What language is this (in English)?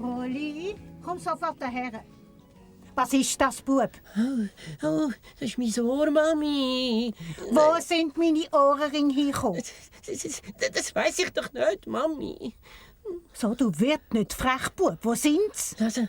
Swiss German